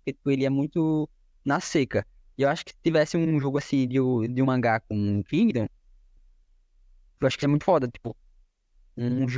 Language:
Portuguese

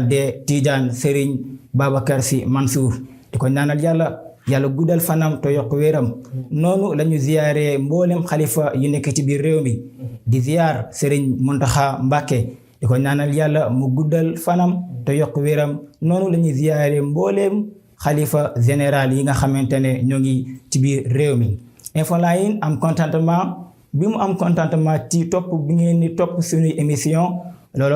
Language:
Wolof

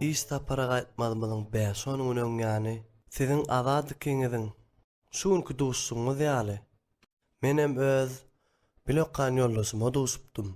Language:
Turkmen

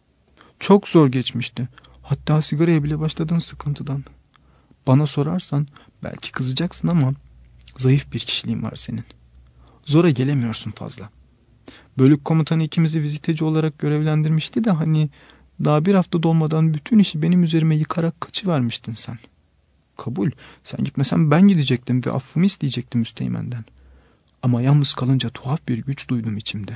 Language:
Turkish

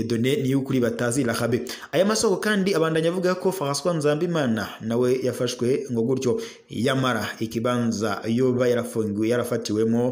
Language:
Rundi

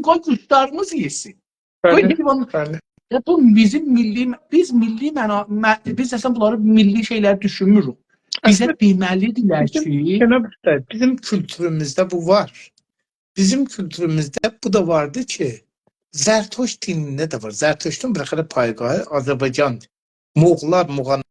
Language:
South Azerbaijani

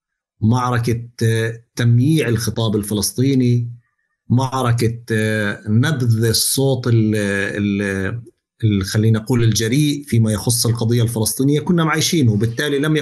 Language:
North Levantine Arabic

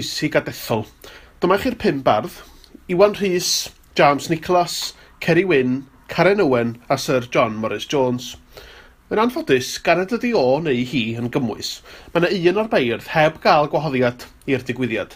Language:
Welsh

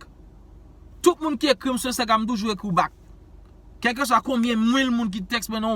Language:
Haitian Creole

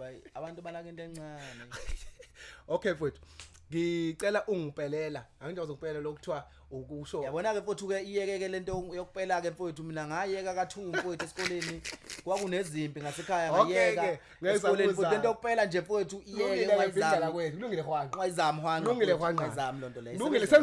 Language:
Zulu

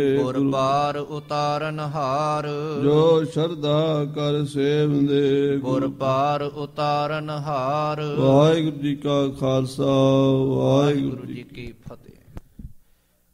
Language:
Punjabi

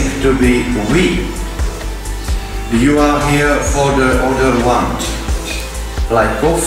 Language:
Slovak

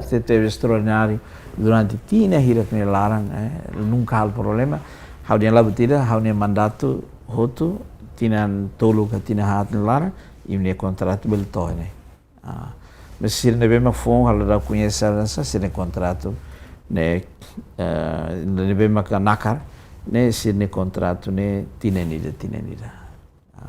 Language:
Tetum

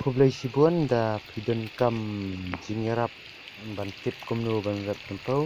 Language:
Khasi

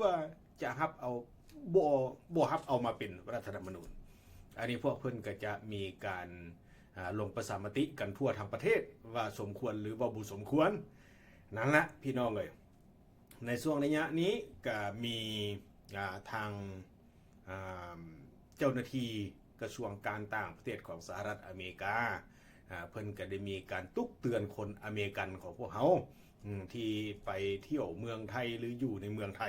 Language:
Lao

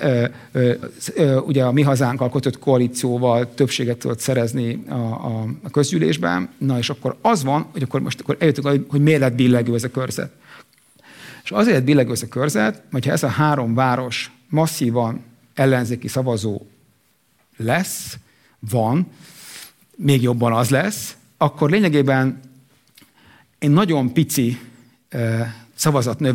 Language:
Hungarian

